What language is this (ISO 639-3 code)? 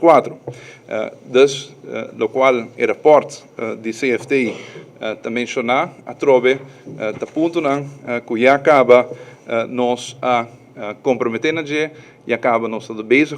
pap